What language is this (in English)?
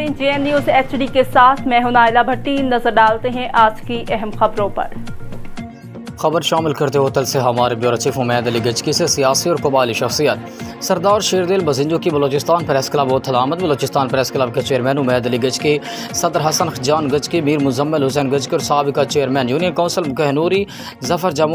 Urdu